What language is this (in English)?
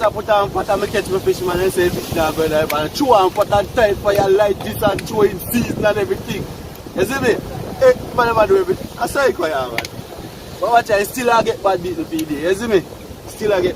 Jamaican Creole English